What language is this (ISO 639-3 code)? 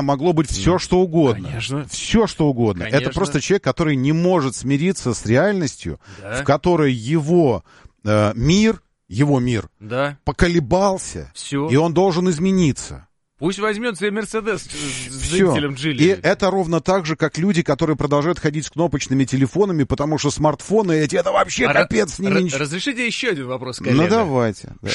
rus